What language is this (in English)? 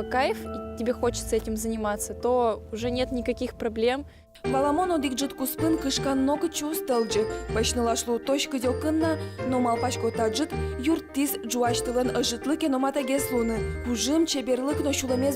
Udmurt